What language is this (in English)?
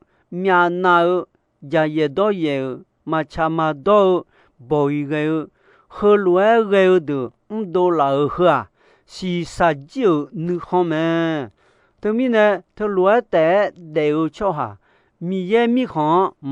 Akha